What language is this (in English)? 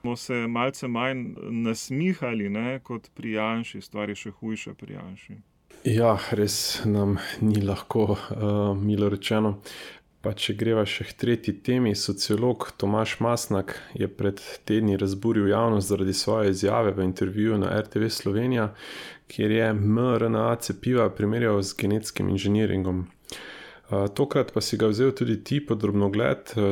Slovenian